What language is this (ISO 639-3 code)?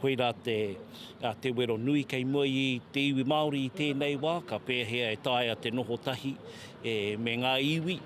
mri